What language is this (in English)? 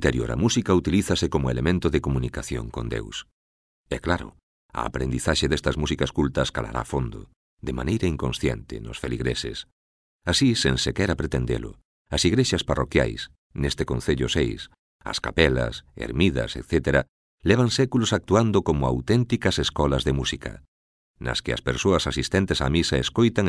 Galician